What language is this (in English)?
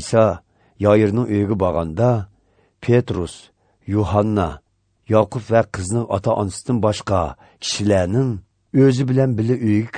Uyghur